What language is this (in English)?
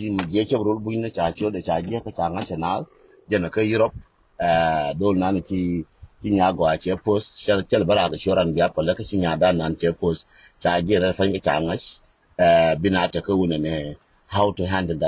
Nuer